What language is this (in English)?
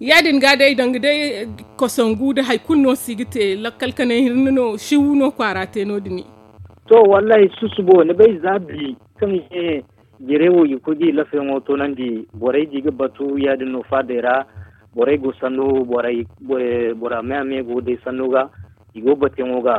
Zarma